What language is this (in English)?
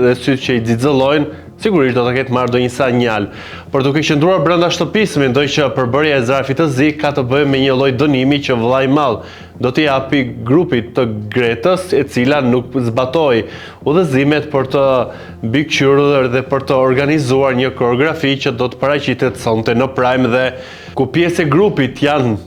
Albanian